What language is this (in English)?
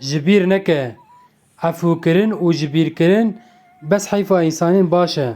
Kurdish